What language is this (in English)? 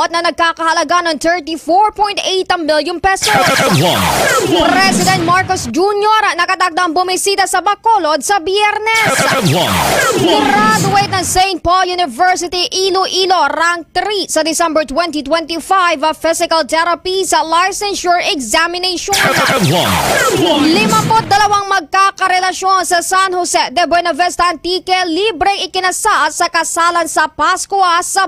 Hiligaynon